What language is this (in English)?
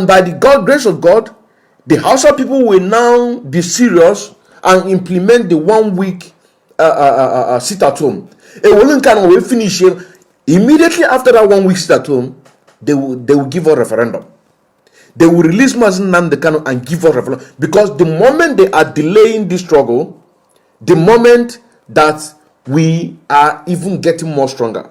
Nigerian Pidgin